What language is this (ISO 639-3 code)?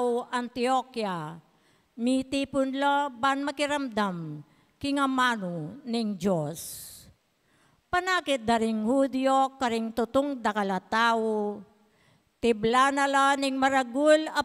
pam